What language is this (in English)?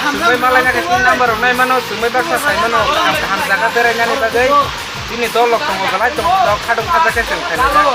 Kok Borok